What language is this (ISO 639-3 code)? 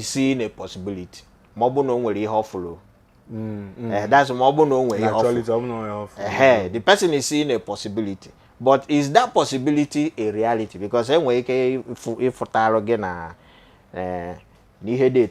ibo